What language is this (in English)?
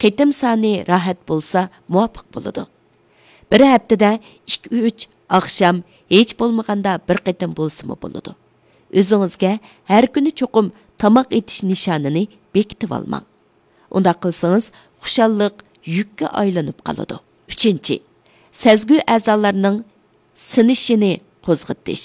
Uyghur